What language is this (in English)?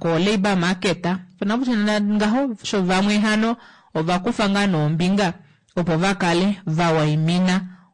Kuanyama